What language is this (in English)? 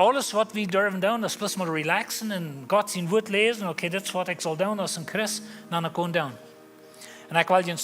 Plautdietsch